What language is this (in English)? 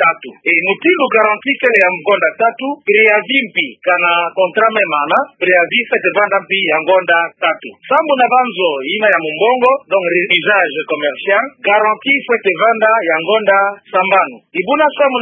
Kituba (Democratic Republic of Congo)